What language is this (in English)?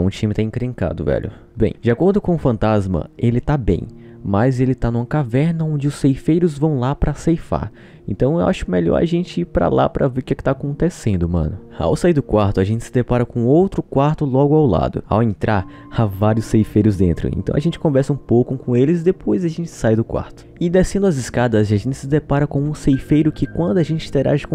Portuguese